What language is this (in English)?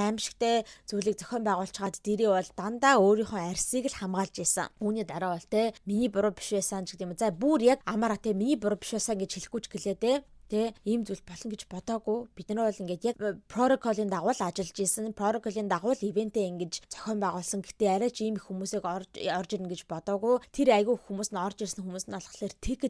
Mongolian